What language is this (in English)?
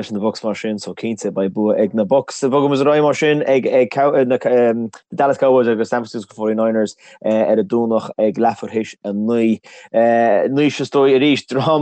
Irish